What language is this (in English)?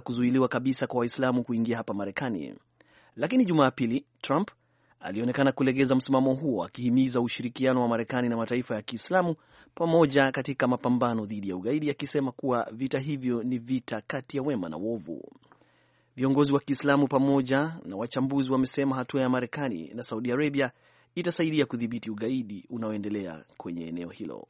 Swahili